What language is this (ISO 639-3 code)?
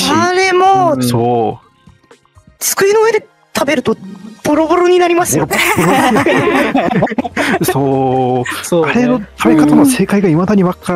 jpn